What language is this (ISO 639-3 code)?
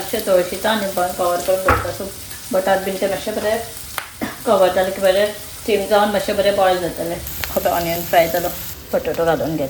kok